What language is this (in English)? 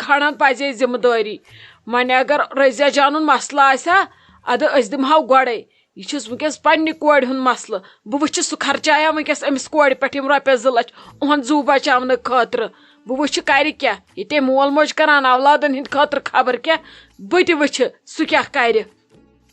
Kashmiri